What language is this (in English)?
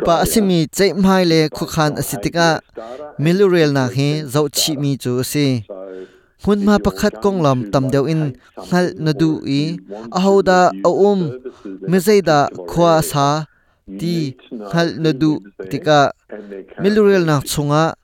Hakha Chin